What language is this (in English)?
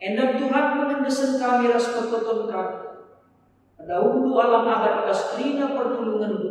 Batak Karo